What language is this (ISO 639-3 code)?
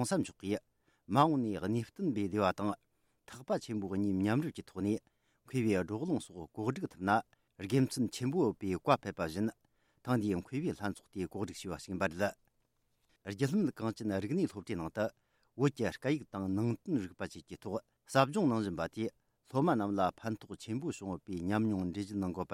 bod